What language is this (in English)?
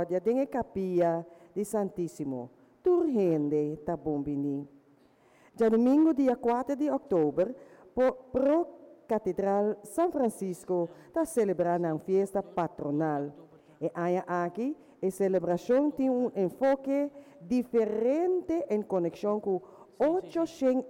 Papiamento